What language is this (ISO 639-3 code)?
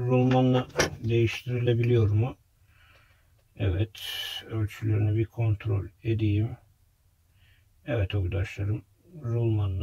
tur